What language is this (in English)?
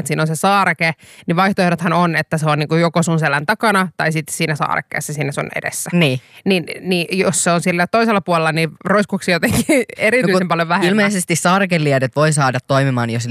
Finnish